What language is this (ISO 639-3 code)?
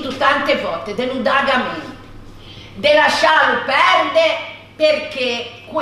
lij